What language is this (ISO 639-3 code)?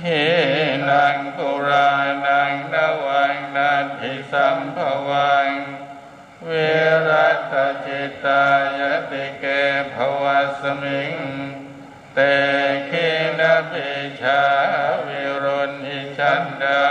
pli